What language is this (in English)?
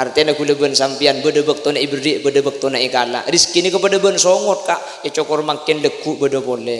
Madurese